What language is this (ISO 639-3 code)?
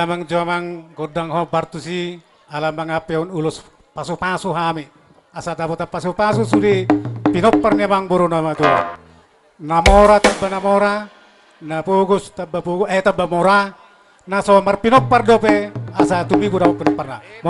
bbc